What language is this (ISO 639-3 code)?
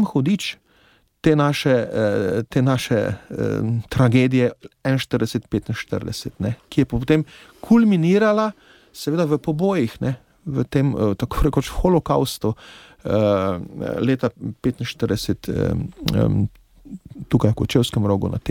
slv